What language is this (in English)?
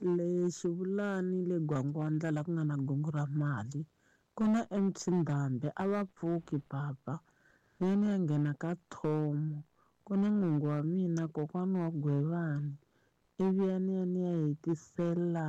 Tsonga